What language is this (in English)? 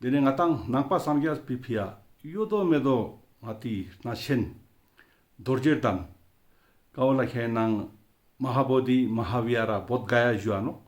Ladakhi